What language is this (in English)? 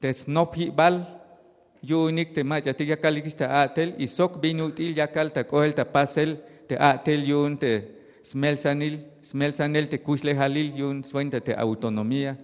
Tzeltal